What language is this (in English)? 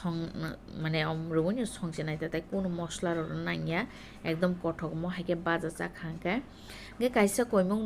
Kok Borok